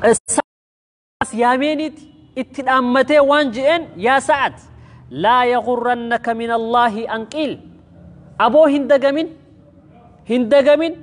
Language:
Oromo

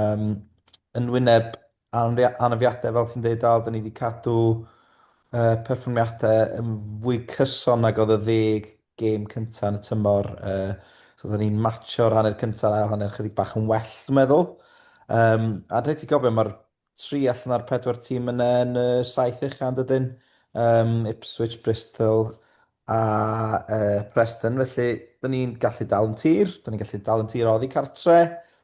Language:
Welsh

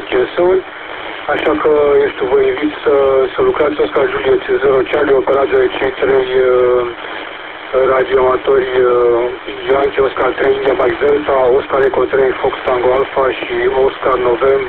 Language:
Romanian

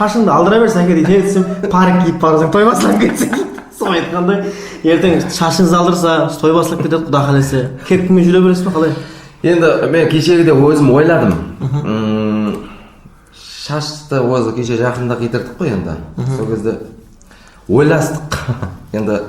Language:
Kara-Kalpak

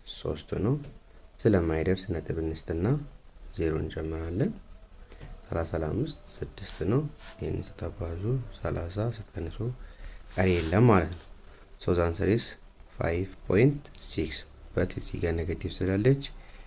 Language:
Amharic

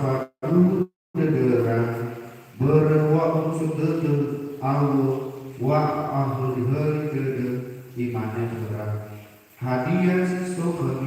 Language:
Nias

